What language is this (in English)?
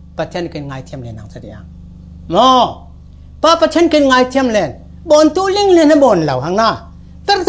Falam Chin